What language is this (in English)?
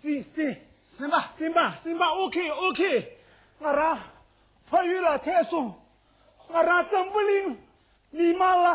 Tibetan